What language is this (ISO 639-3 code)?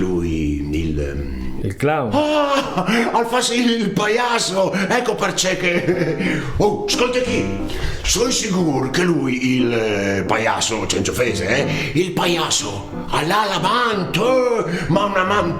fur